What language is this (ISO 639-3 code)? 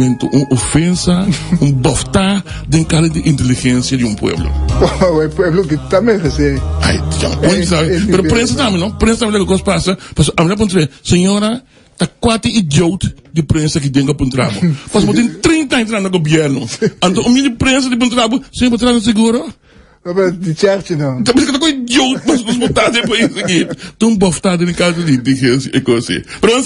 pap